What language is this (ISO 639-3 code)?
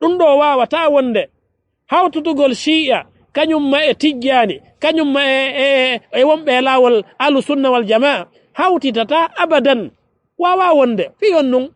ful